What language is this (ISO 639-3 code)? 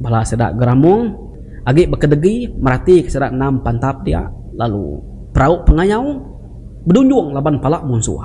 iba